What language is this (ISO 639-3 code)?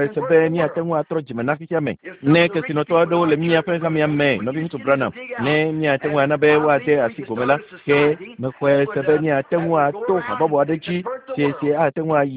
ewe